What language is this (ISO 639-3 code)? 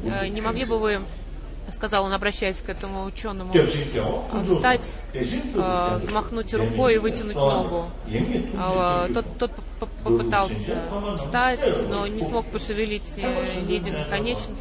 rus